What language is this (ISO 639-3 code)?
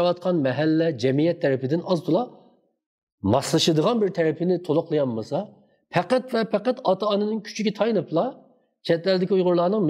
uig